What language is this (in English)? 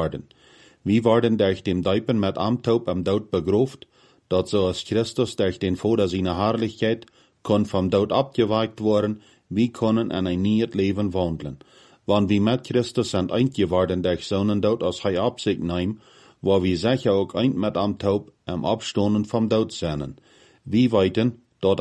Plautdietsch